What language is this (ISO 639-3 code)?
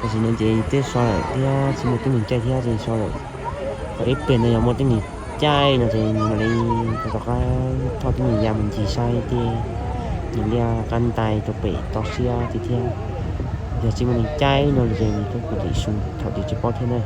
hmn